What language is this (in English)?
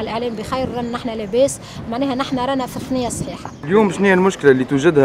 Tunisian Arabic